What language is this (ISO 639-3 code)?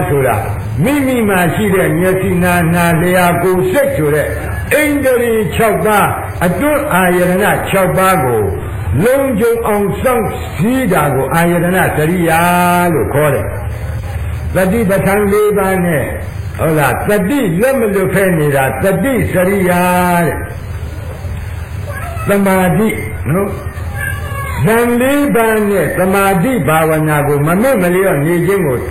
mya